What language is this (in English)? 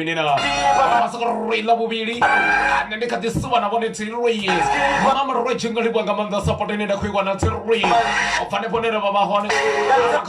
Venda